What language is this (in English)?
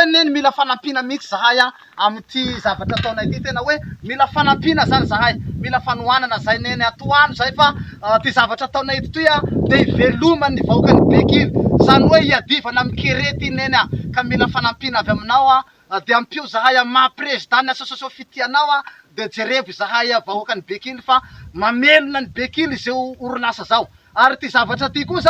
Malagasy